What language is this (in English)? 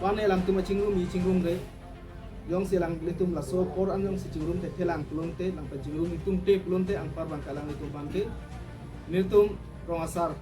Karbi